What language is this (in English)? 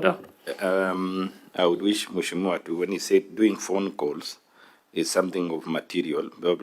Kikuyu